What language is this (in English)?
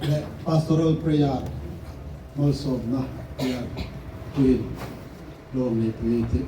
Hmar